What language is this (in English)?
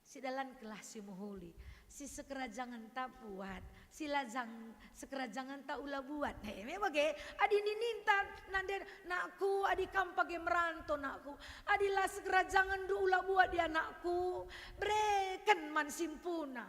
Batak Karo